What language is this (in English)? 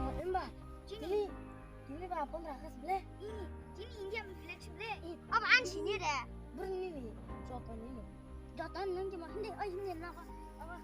Kok Borok